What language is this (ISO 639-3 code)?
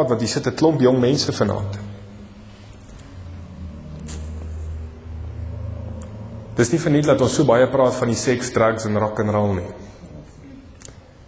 afr